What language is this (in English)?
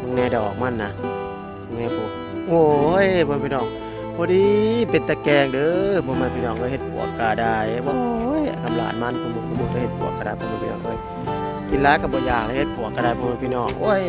Northeastern Thai